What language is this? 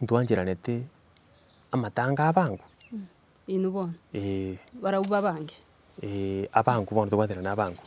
Gusii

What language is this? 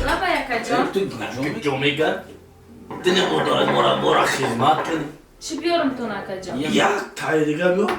Tajik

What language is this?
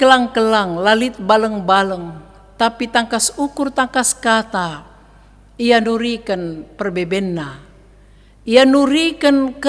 Batak Karo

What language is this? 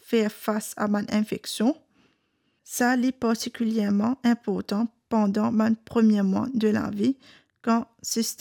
Morisyen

